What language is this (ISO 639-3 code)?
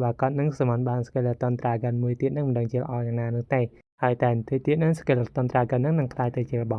khm